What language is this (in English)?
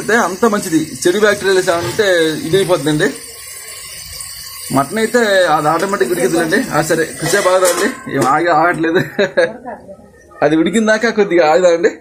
Telugu